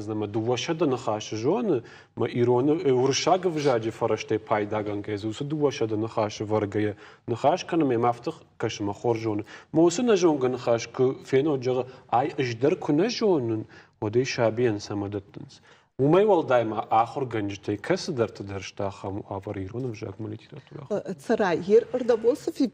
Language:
Ossetic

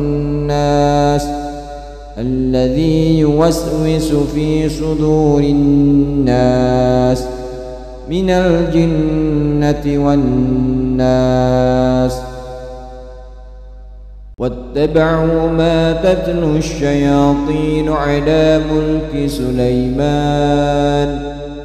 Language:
Arabic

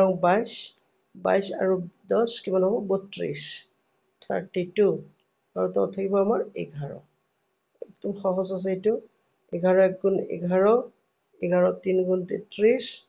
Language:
Assamese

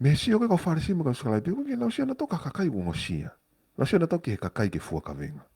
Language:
Tongan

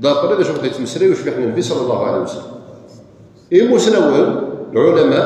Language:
Kabyle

